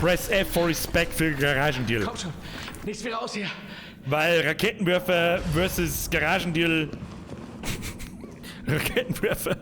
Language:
Bavarian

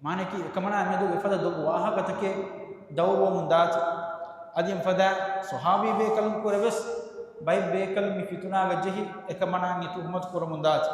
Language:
Divehi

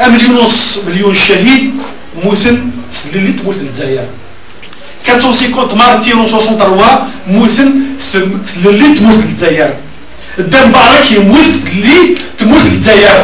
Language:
Kabyle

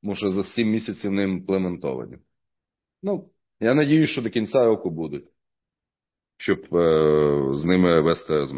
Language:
Ukrainian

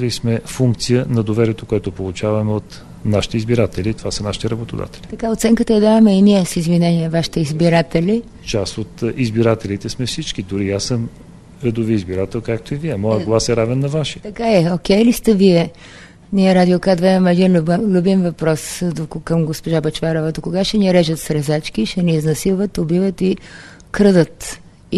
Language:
Bulgarian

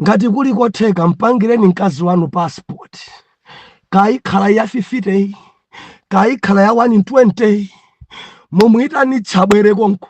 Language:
Nyanja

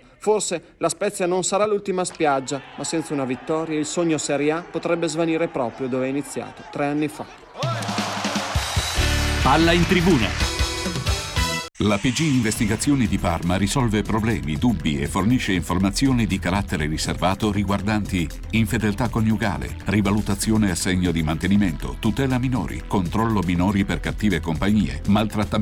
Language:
Italian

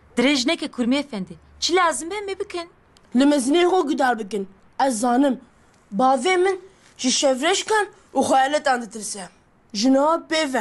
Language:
Kurdish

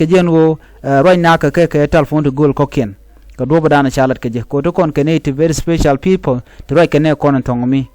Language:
Nuer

